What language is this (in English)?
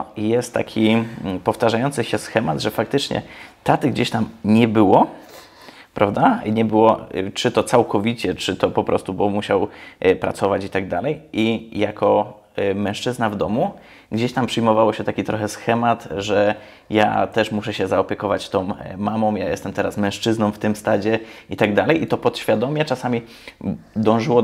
Polish